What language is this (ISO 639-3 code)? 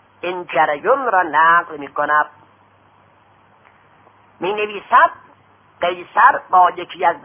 fas